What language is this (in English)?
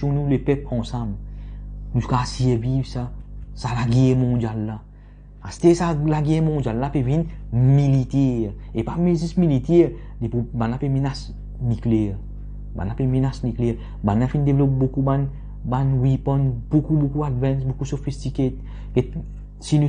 Morisyen